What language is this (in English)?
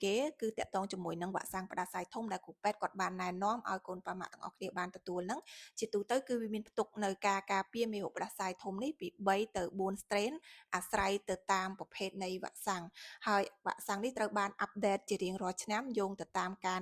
Khmer